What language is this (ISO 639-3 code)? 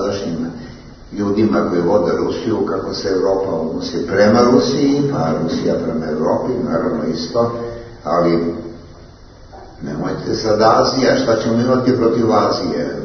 srp